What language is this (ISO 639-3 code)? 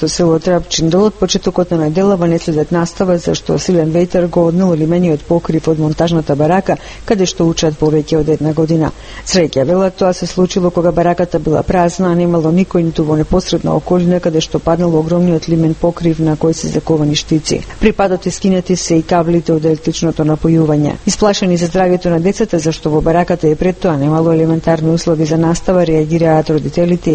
mkd